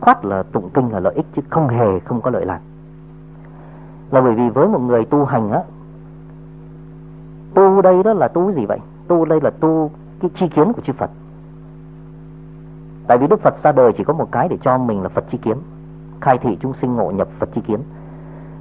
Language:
Vietnamese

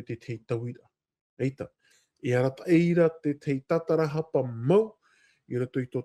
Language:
Tahitian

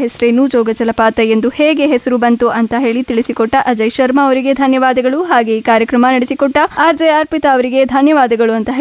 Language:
Kannada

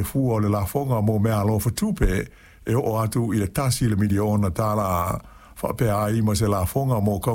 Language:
Samoan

